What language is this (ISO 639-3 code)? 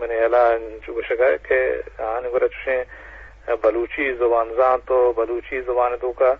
bgp